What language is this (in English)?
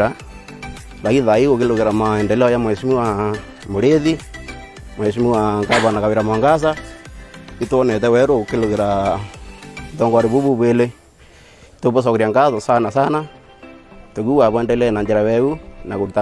Meru